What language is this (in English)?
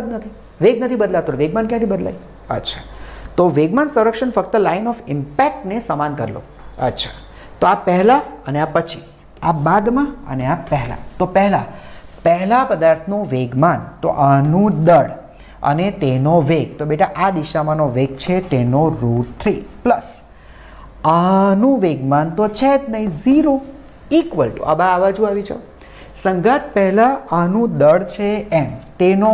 Gujarati